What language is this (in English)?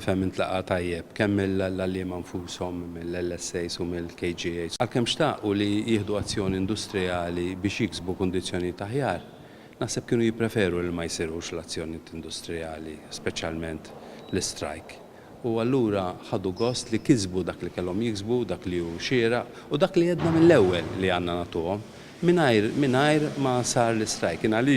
Maltese